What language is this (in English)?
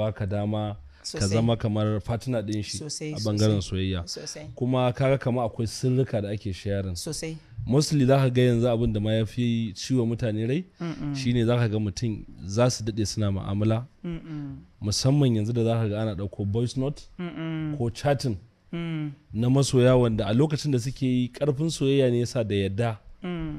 Hausa